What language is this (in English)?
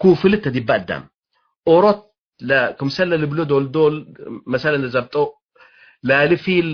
Tigre